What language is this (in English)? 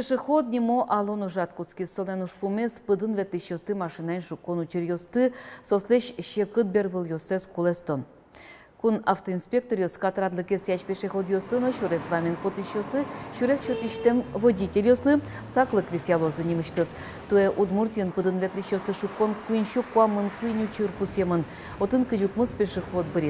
Udmurt